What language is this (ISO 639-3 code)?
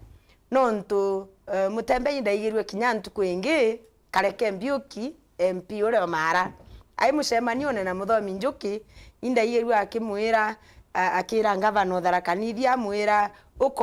mer